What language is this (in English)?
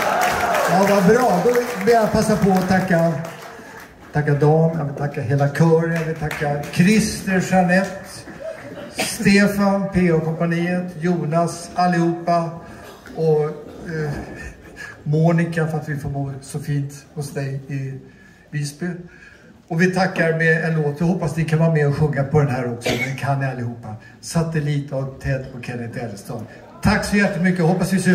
Swedish